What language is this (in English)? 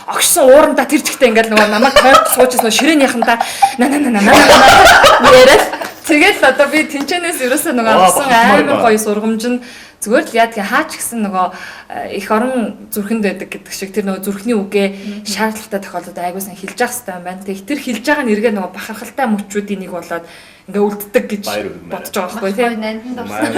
Mongolian